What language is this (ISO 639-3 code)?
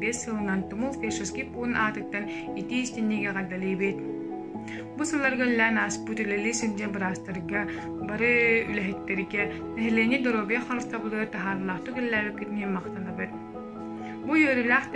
sah